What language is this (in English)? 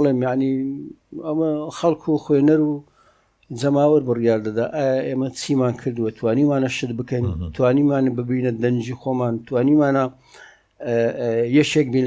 Central Kurdish